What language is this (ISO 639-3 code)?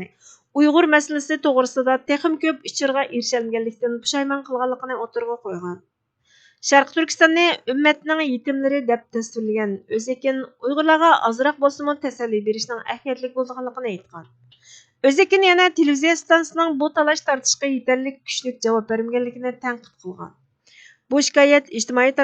uig